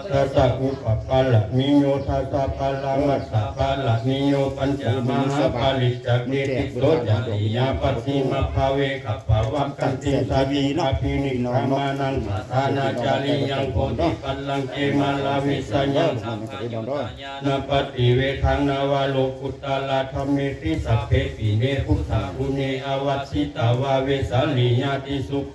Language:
Pali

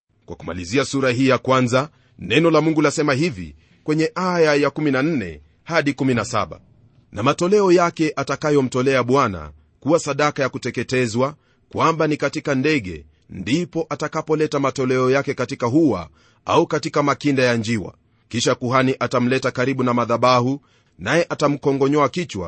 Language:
Swahili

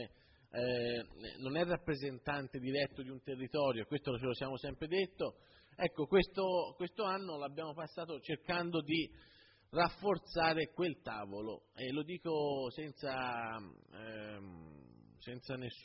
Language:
Italian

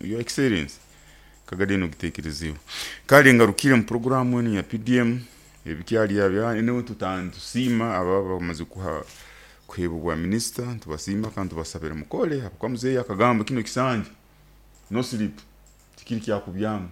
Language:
Nyoro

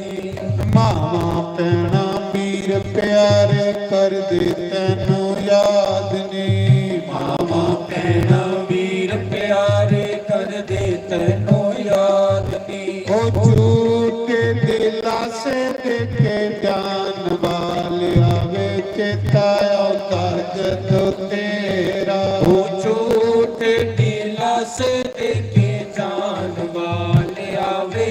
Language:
Dogri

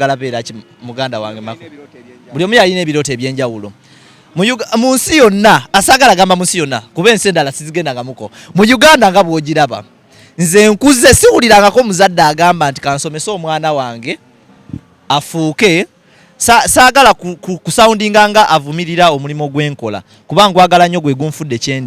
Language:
Ganda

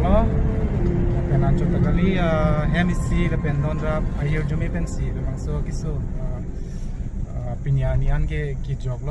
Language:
Karbi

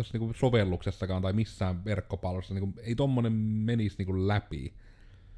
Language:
Finnish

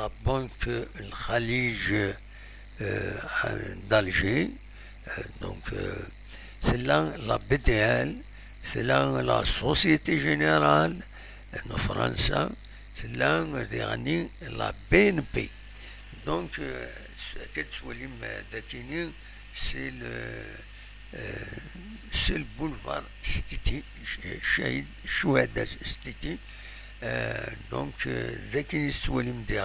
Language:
Kabyle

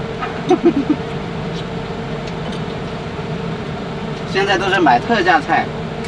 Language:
Chinese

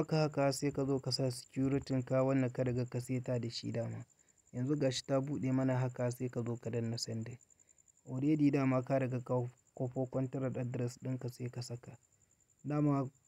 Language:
Hausa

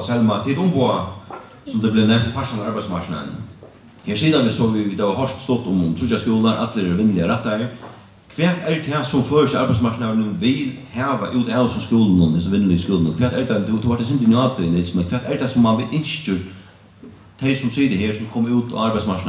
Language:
Faroese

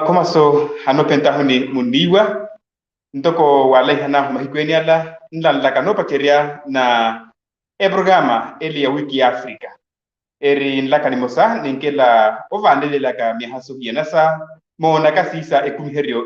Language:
Makhuwa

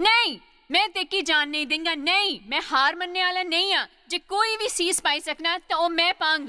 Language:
Dogri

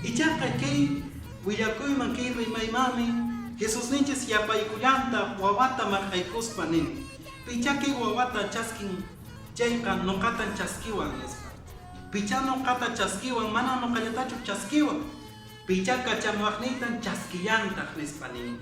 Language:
Quechua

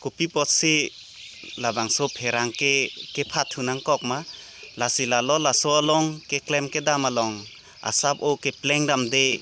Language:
Karbi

